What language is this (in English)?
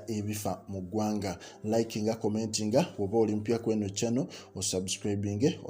Ganda